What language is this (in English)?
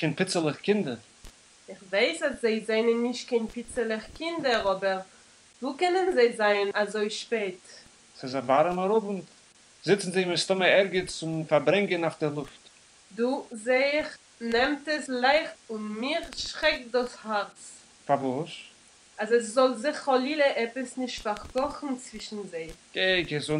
Yiddish